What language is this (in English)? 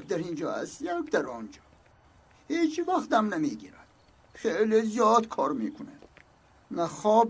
Tajik